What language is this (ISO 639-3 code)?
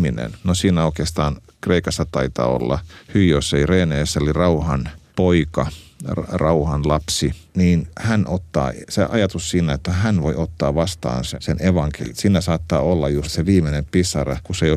fin